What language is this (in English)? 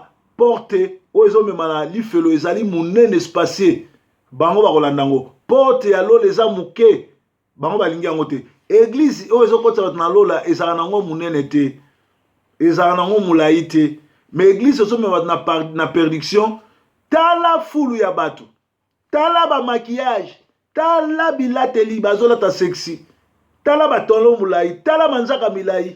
Lingala